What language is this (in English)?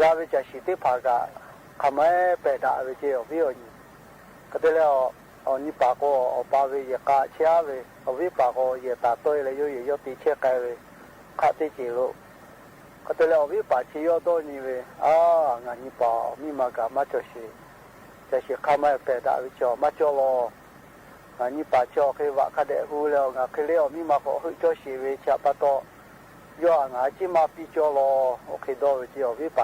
Lahu